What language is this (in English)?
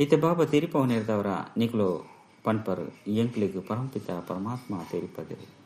Tulu